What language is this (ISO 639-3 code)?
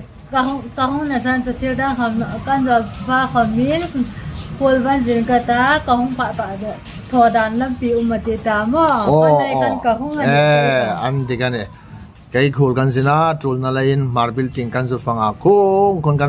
hmr